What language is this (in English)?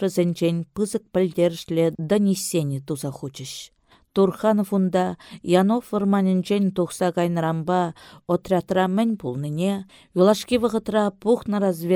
Chuvash